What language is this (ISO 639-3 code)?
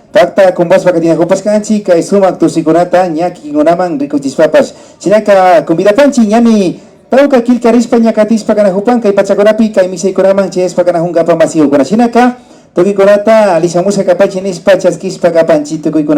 qvi